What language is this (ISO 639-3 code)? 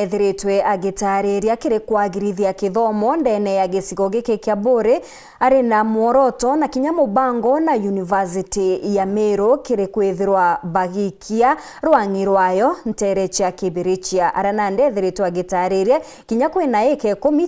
mer